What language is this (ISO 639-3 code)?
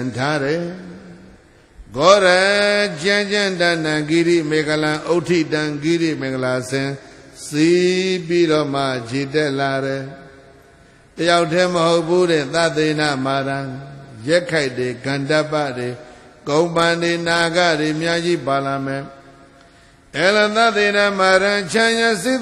mya